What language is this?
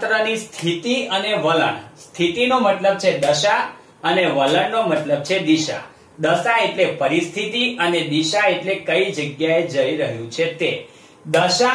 Gujarati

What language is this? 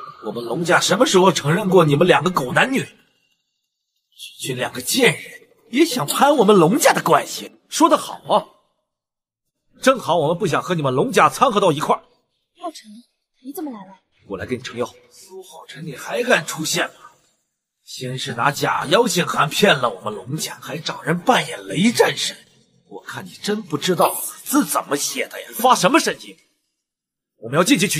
Chinese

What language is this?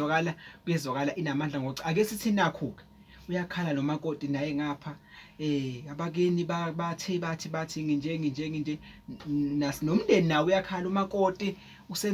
Zulu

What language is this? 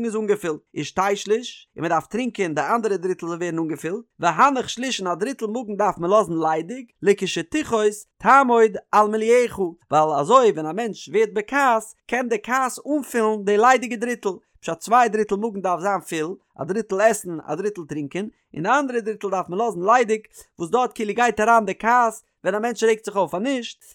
Yiddish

